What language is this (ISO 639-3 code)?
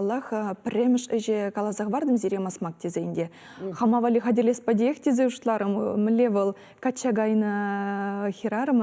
chv